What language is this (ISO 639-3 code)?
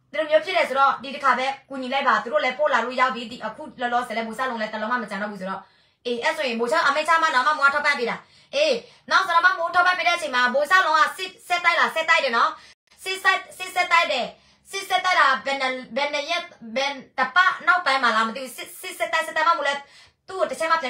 mya